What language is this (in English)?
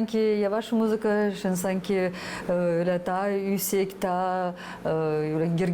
Gagauz